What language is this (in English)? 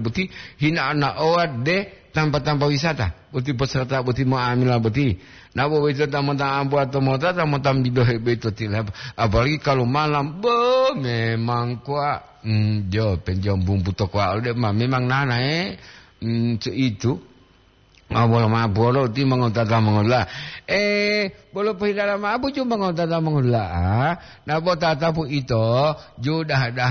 Gorontalo